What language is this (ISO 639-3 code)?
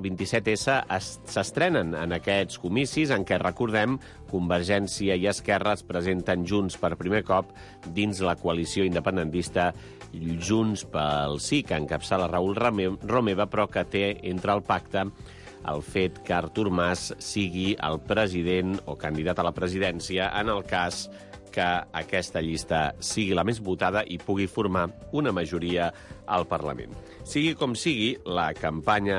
cat